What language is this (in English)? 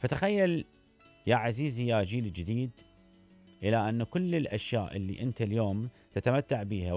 Mesopotamian Arabic